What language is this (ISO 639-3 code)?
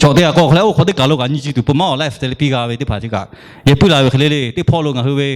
lhu